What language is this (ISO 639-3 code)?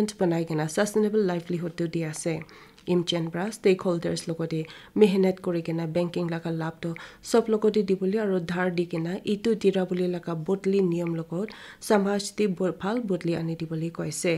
nag